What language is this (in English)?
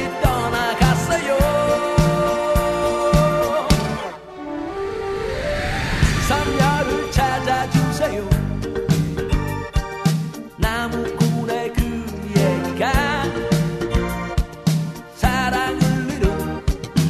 Korean